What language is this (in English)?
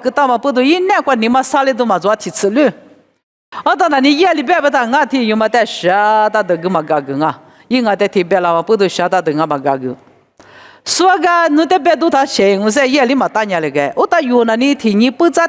Lisu